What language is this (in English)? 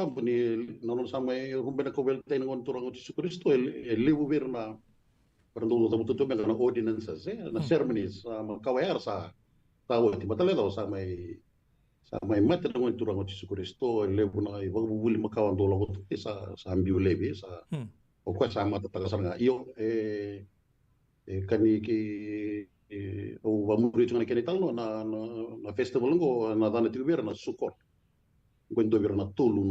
Fijian